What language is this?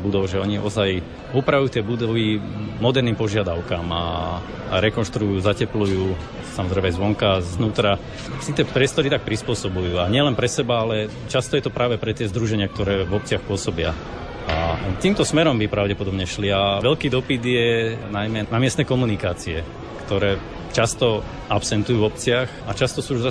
Slovak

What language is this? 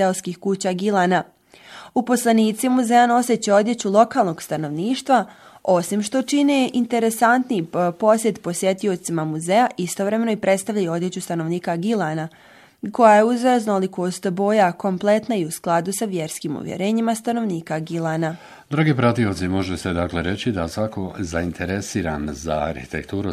Bosnian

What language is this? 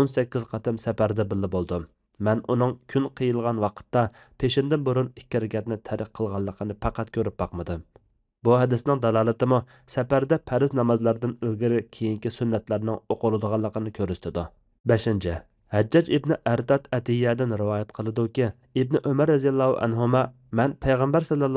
Uyghur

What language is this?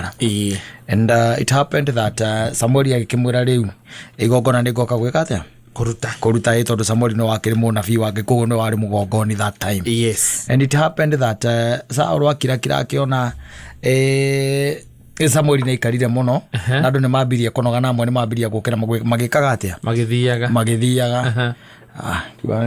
Kikuyu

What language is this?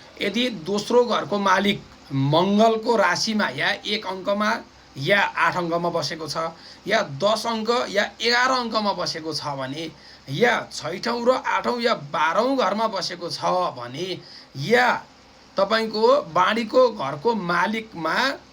Nepali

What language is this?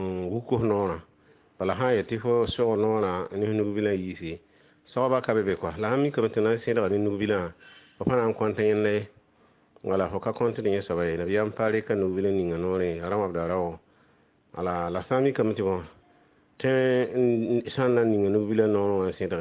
Mossi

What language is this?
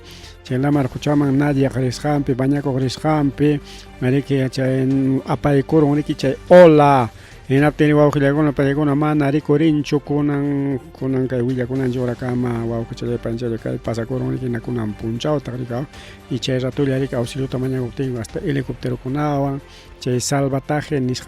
Ayacucho Quechua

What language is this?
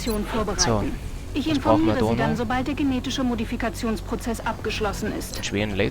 Bavarian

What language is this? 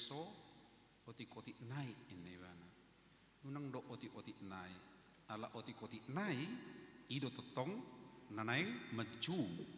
Batak Toba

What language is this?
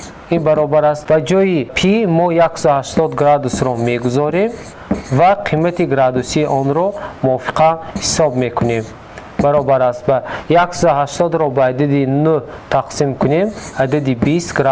Tajik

